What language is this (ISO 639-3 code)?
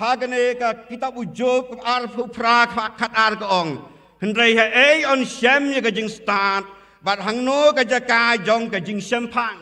kha